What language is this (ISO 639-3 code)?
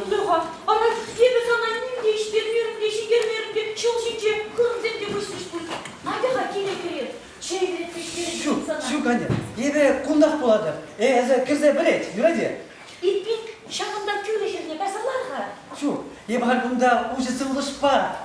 chv